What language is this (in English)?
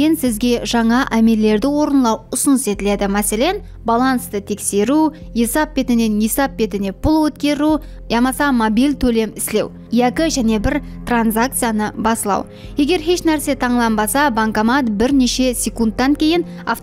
Kara-Kalpak